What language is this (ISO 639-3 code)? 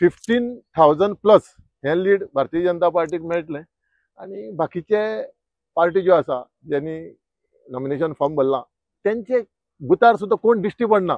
kok